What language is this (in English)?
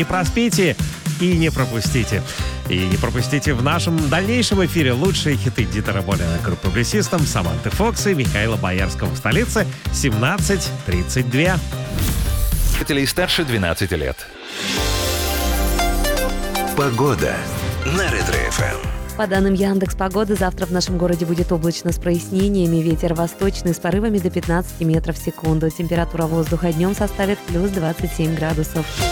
Russian